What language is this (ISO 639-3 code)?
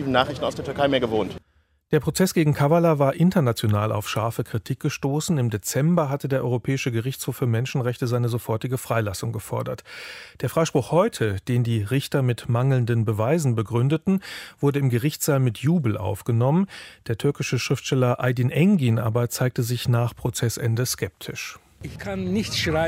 deu